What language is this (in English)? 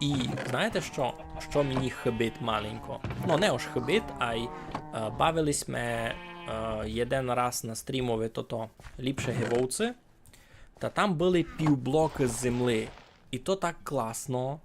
Rusyn